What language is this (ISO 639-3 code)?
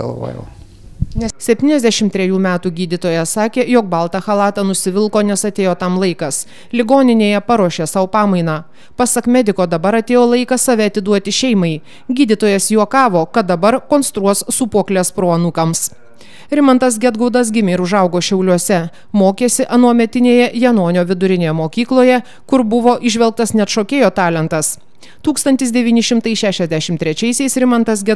lit